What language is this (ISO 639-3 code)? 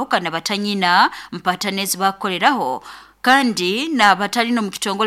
nyo